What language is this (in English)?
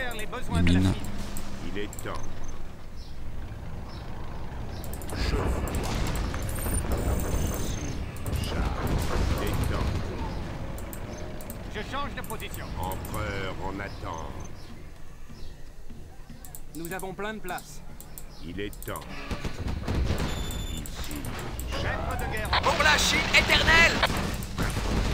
French